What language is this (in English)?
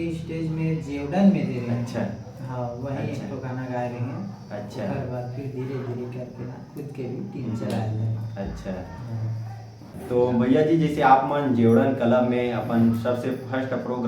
Chhattisgarhi